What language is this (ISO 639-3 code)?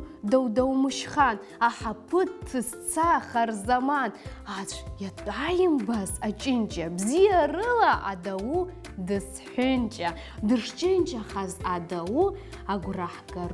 abk